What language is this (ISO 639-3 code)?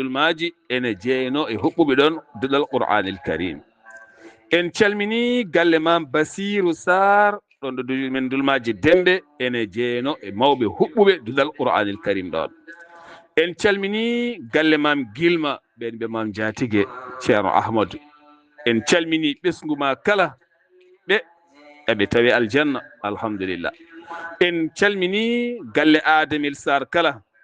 ful